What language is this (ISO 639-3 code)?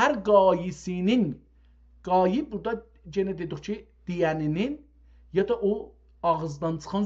azb